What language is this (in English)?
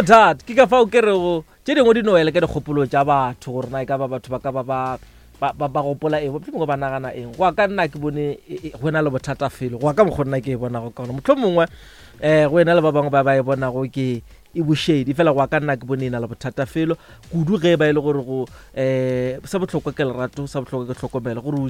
Northern Sotho